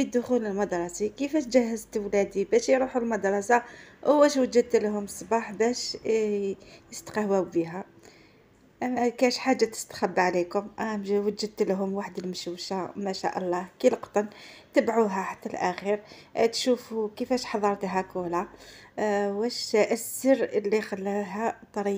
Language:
Algerian Arabic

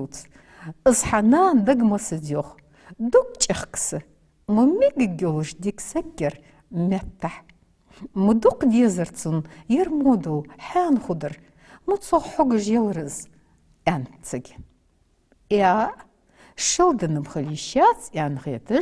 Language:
Ingush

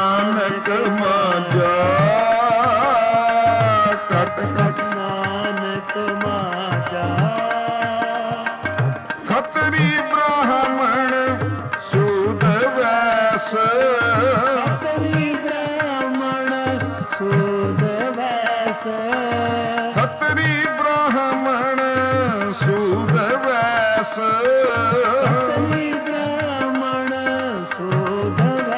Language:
Punjabi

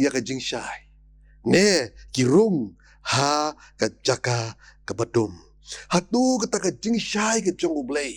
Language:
Khasi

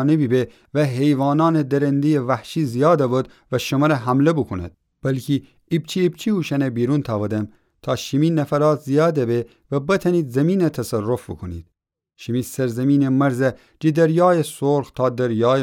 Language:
Gilaki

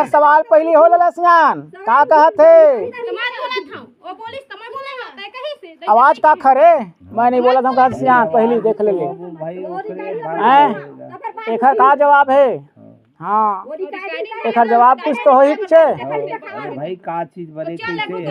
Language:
Chhattisgarhi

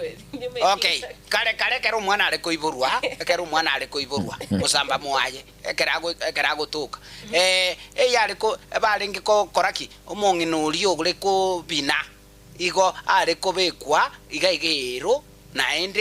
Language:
Gusii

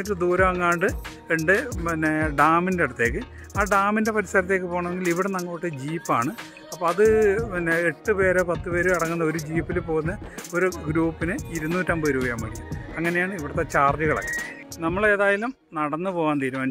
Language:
Malayalam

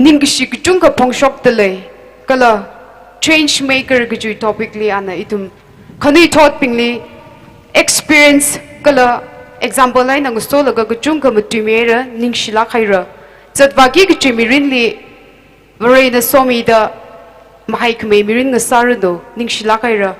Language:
Tangkhul Naga (India)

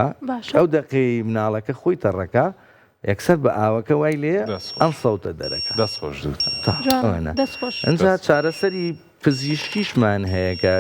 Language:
Central Kurdish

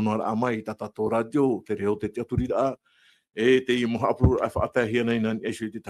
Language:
Tahitian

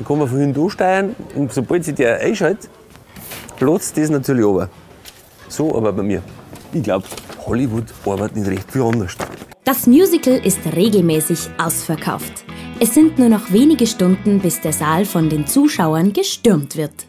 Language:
Bavarian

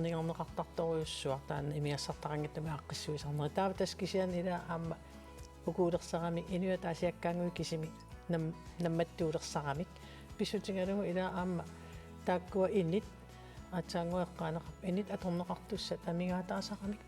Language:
Kalaallisut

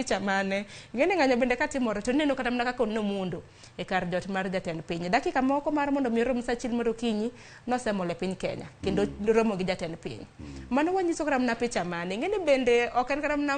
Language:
Luo (Kenya and Tanzania)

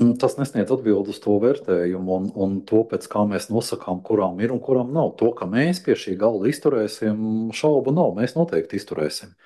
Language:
Latvian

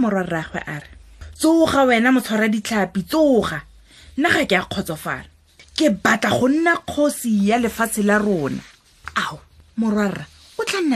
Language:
Tswana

